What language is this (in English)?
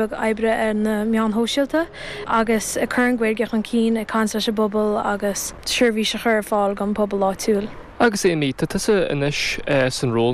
Irish